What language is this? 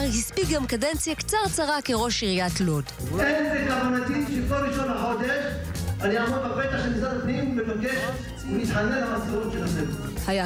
Hebrew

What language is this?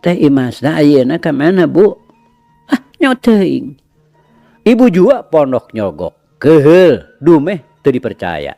Sundanese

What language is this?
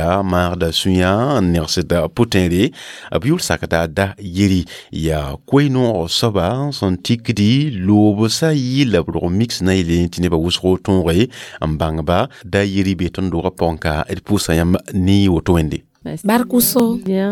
Mossi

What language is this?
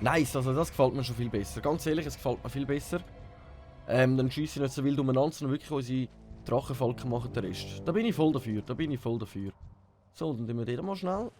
Swiss German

